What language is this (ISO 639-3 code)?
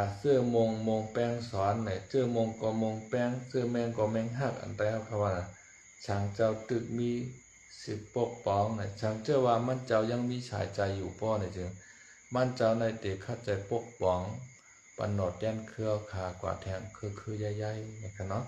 shn